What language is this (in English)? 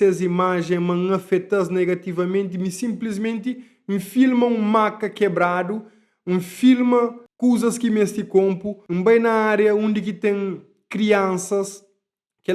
Kabuverdianu